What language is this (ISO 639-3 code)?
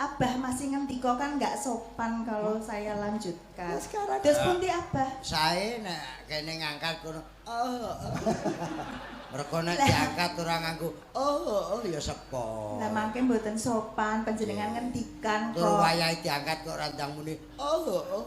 jav